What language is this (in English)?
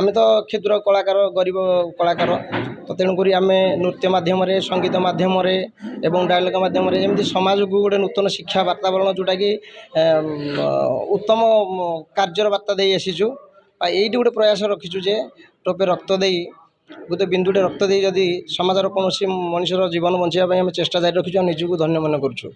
Odia